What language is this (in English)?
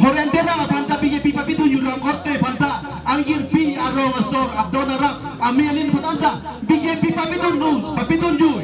Karbi